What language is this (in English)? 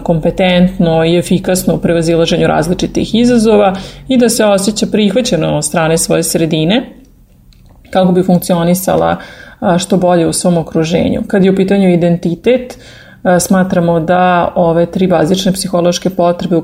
Serbian